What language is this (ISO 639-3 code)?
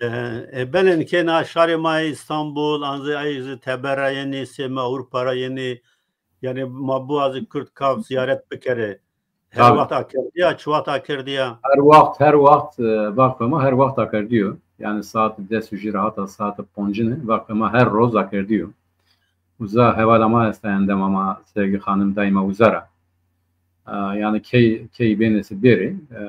zza